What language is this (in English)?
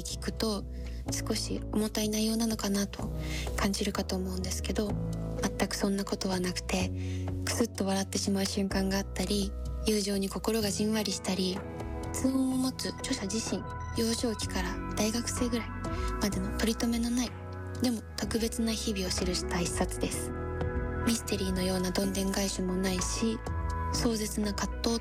Japanese